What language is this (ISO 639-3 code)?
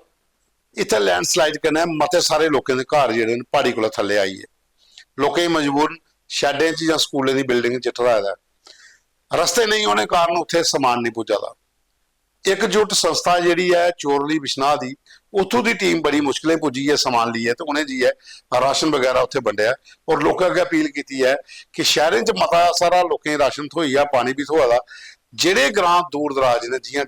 doi